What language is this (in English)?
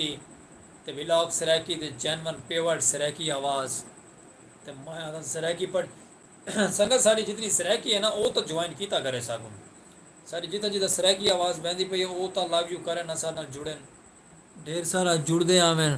Saraiki